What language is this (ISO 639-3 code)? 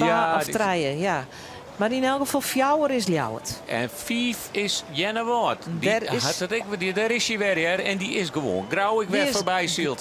fry